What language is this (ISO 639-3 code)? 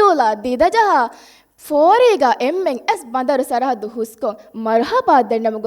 div